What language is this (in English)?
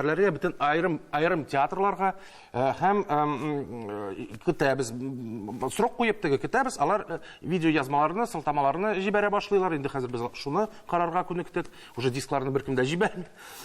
Tatar